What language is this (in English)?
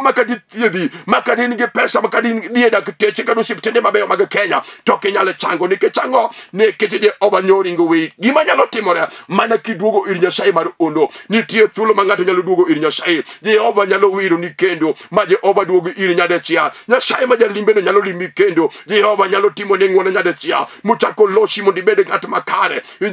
Luo (Kenya and Tanzania)